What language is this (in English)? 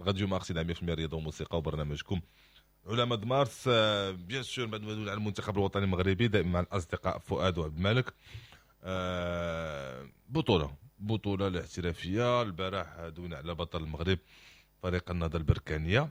Moroccan Arabic